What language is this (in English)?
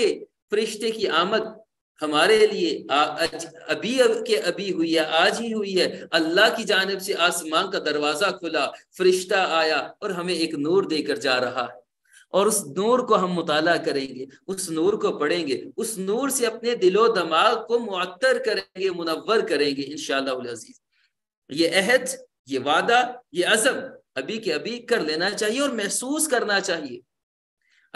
Urdu